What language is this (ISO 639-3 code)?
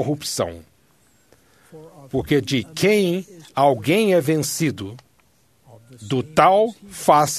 por